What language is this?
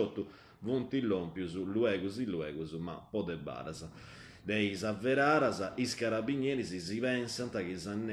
Sardinian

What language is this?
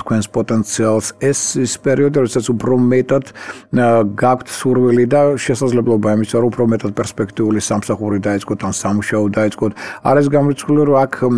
Georgian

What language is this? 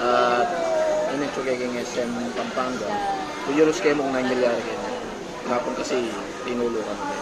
Pampanga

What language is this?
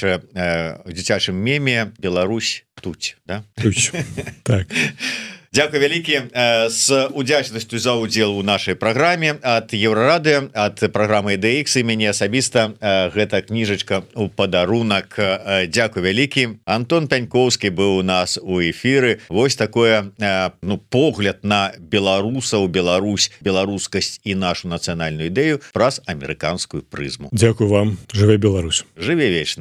Belarusian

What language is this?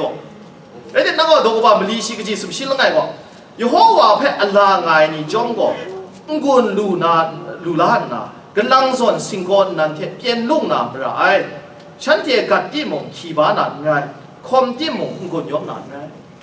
Kachin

